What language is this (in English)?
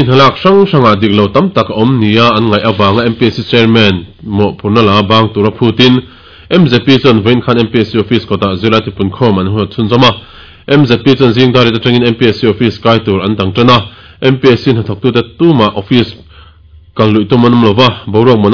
Mizo